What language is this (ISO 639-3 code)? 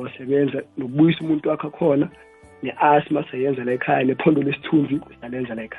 nbl